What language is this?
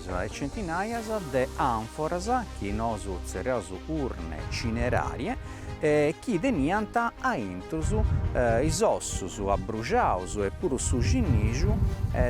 Sardinian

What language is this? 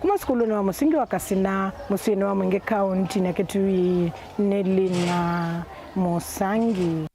Kamba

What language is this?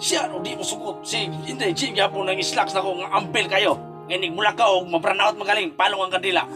Cebuano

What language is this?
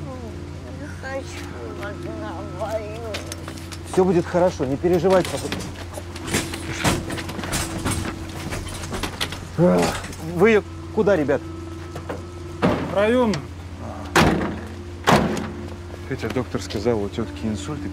Russian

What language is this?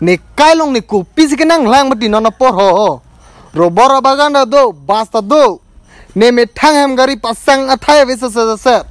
Karbi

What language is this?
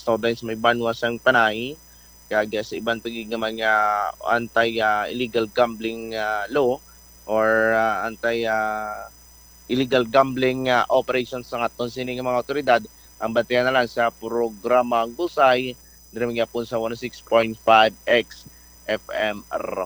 Hiligaynon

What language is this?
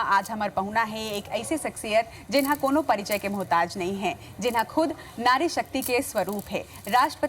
Chhattisgarhi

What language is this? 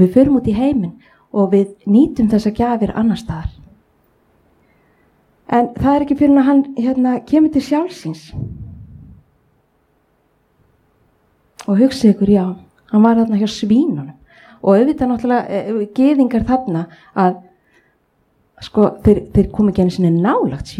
Icelandic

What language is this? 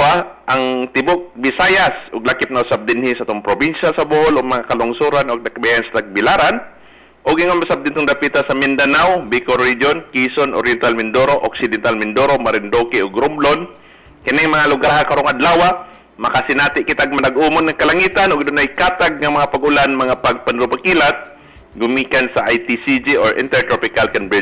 Cebuano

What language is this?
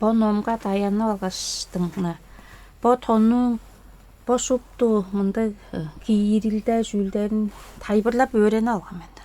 Tuvinian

